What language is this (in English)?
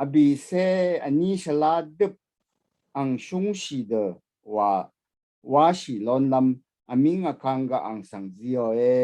Rawang